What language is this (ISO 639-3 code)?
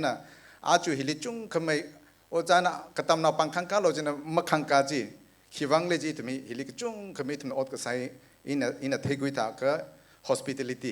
nmf